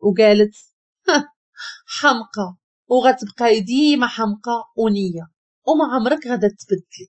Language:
Moroccan Arabic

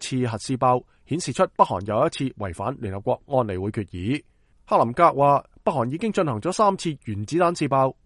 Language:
Cantonese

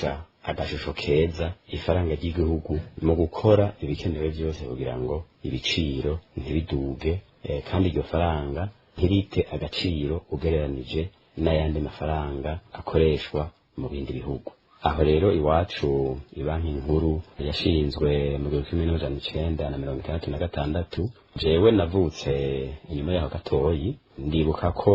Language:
Rundi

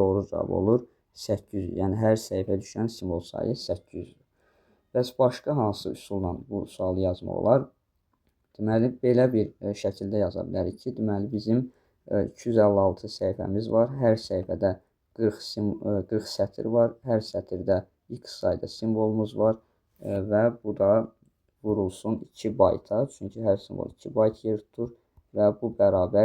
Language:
Azerbaijani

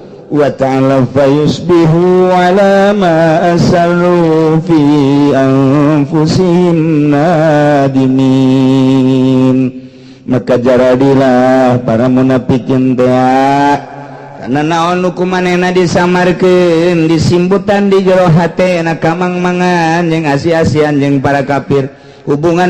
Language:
Sundanese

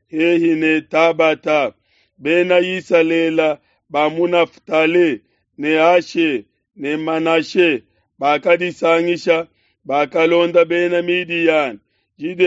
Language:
Luba-Lulua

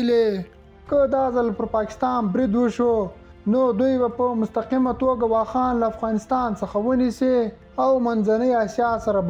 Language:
Pashto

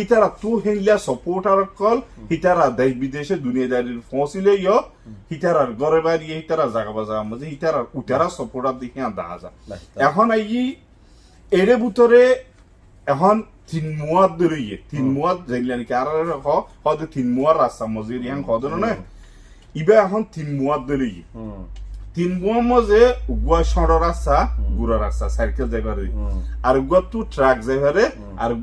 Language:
Rohingya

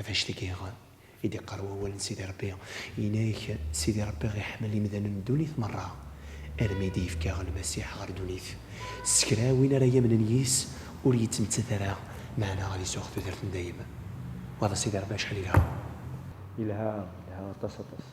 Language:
Kabyle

